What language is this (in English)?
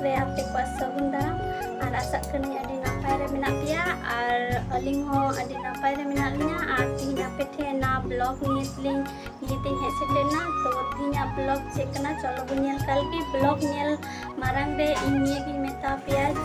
Santali